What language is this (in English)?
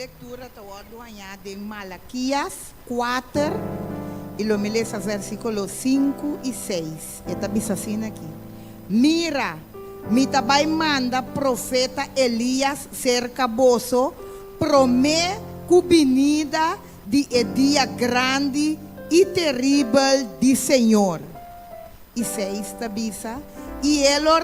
Papiamento